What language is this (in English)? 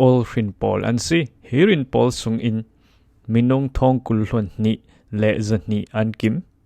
Falam Chin